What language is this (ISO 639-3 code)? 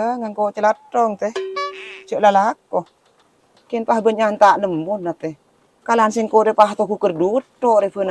mad